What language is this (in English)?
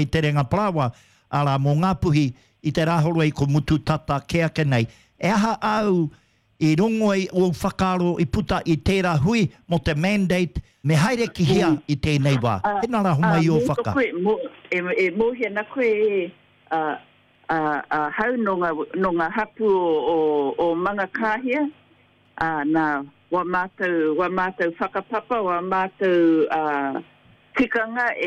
Māori